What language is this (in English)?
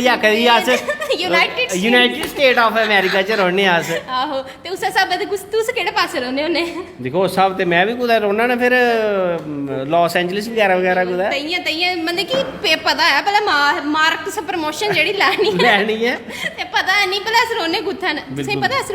Dogri